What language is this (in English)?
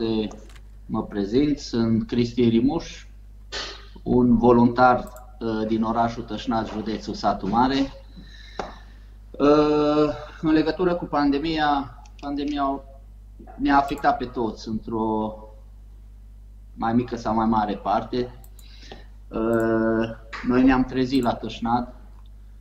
Romanian